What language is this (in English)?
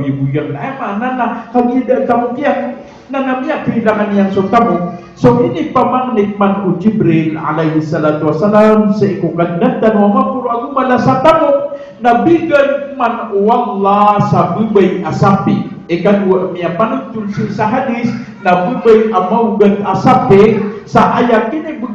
Maranao